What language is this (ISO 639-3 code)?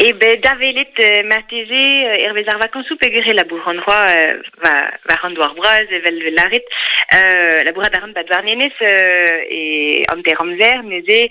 bre